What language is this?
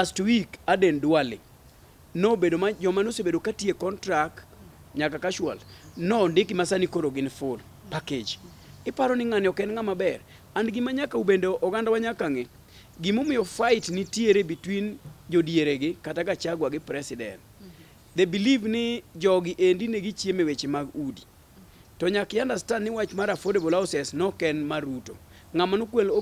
Luo (Kenya and Tanzania)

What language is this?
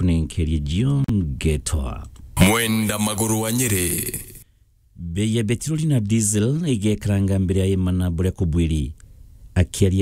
Meru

